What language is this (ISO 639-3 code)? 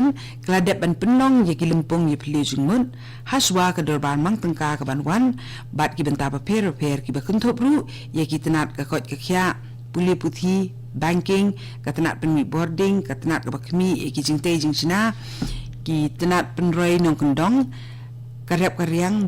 kha